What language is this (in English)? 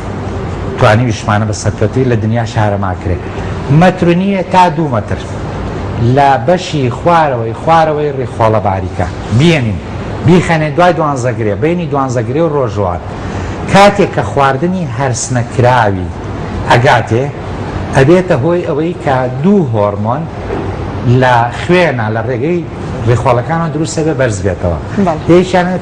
Central Kurdish